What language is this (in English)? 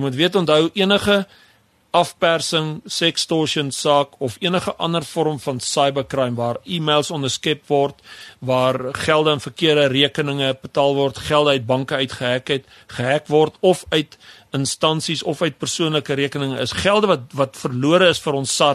Afrikaans